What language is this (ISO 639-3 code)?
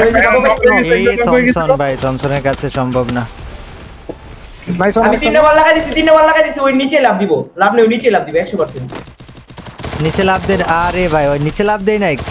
ben